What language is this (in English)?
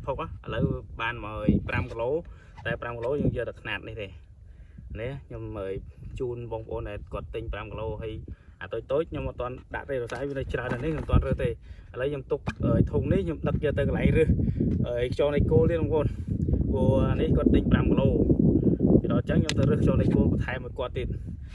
Khmer